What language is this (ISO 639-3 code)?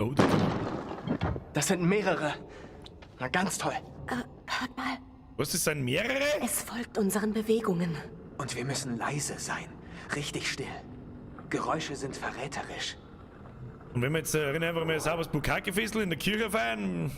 bar